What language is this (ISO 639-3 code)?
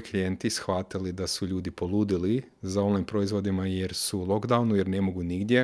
hrv